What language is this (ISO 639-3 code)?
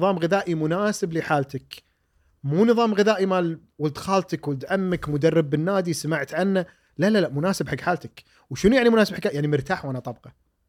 afb